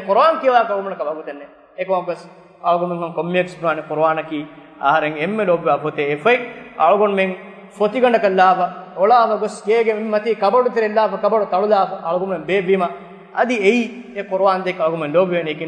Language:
Divehi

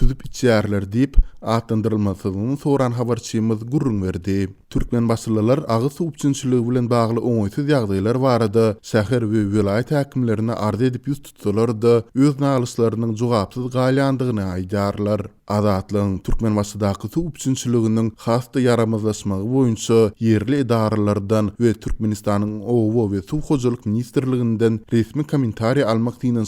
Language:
Turkmen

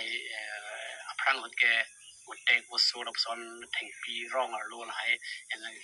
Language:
Karbi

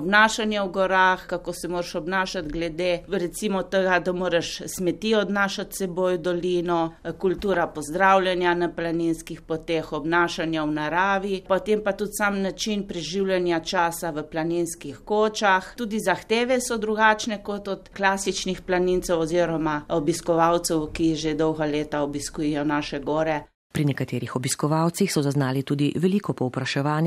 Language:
Slovenian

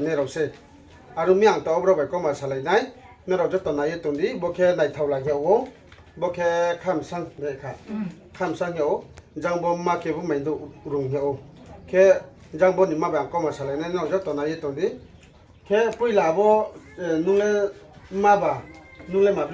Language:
Riang (India)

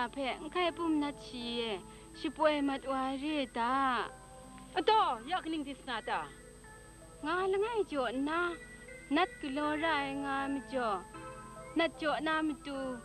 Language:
Kachin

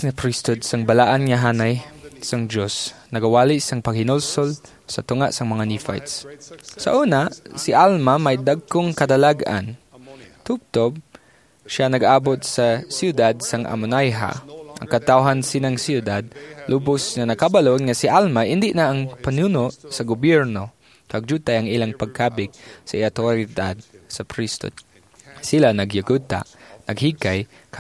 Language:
Hiligaynon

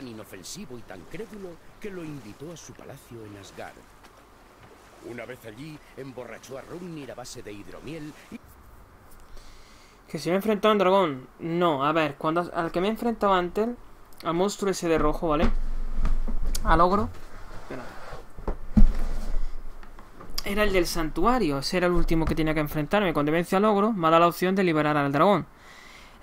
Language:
Spanish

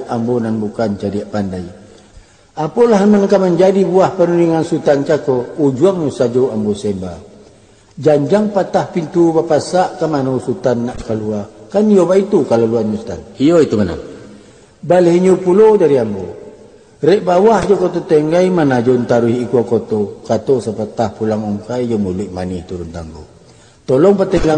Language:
Minangkabau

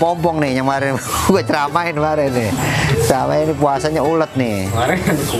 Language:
Betawi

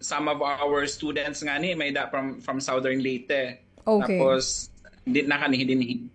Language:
Waray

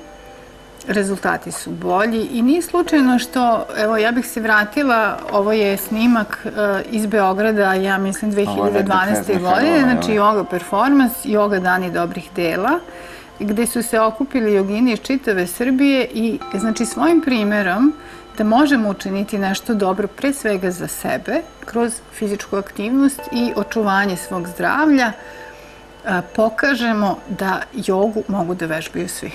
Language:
Serbian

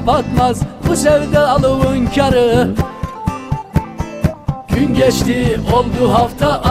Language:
Turkish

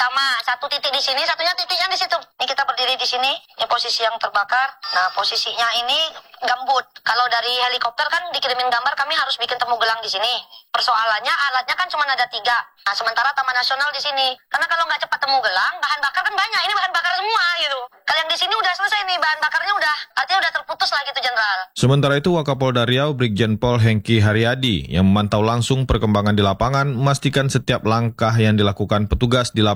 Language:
Indonesian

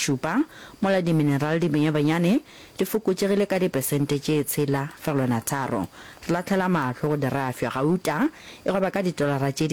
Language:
Northern Sotho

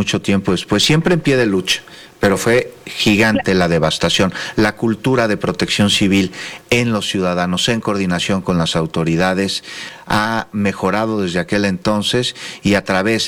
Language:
Spanish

